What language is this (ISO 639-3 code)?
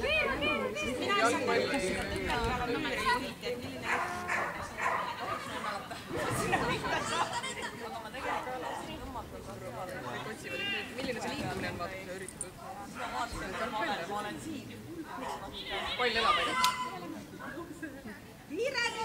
est